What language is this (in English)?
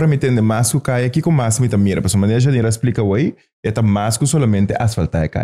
Papiamento